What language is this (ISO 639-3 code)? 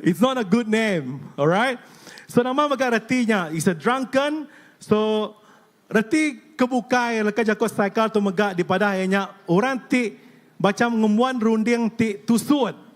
iba